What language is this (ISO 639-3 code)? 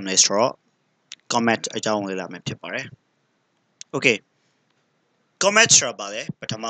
mya